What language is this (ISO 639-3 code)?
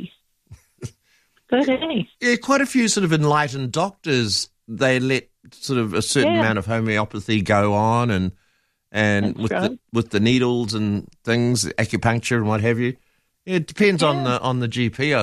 eng